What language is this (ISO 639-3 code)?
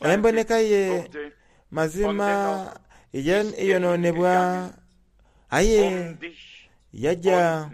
xog